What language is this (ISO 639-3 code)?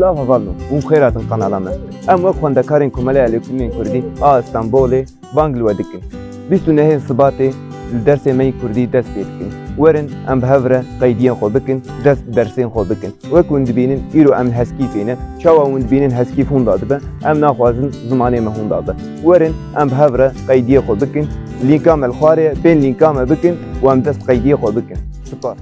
kur